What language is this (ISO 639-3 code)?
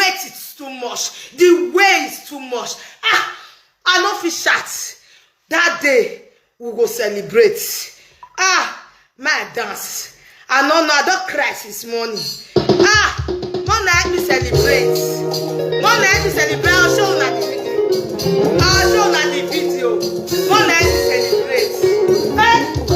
pcm